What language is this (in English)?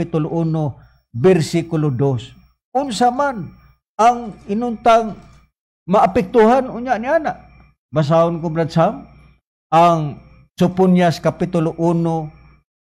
Cebuano